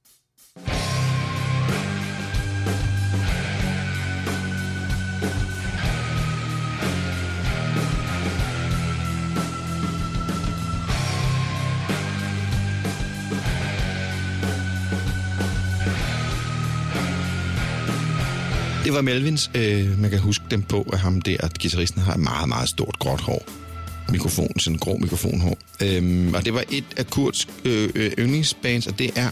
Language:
Danish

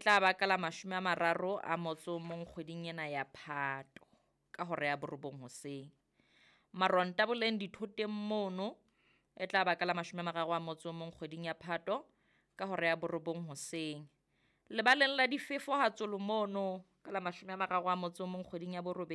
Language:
Southern Sotho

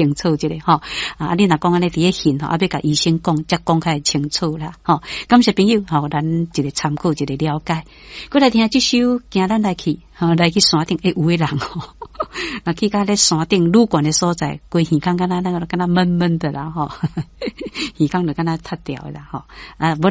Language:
Min Nan Chinese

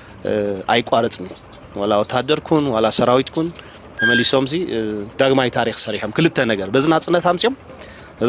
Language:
Tigrinya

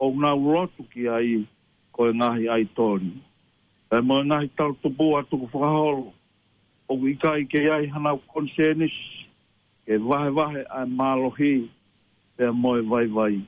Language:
Tongan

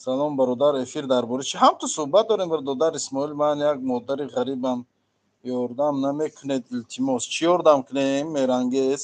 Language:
Tajik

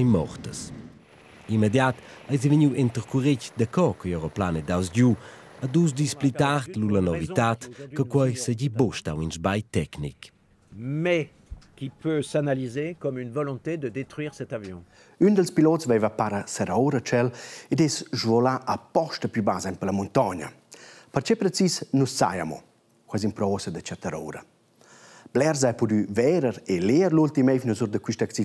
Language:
Romansh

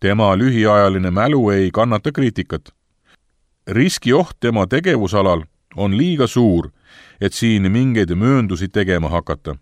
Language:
Estonian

